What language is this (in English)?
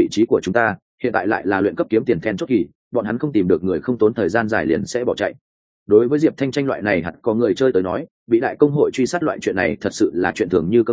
Vietnamese